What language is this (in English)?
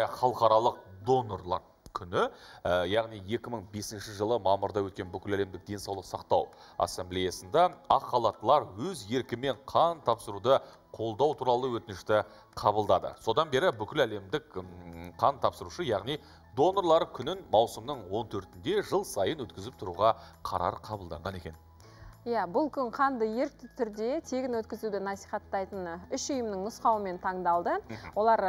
Kazakh